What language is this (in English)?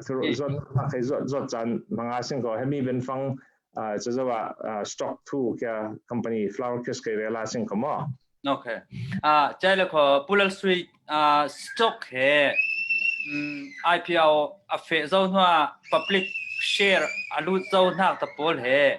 Falam Chin